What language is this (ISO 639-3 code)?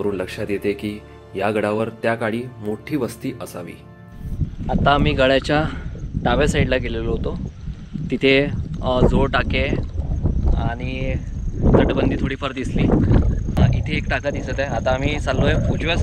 mar